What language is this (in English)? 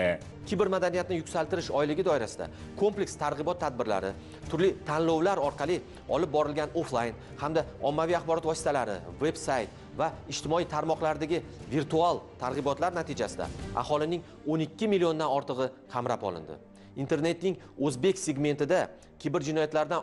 Uzbek